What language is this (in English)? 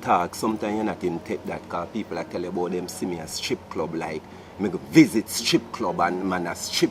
Jamaican Creole English